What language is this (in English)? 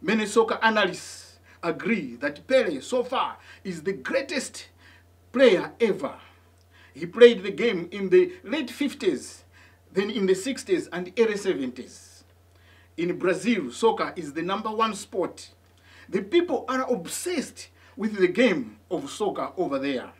English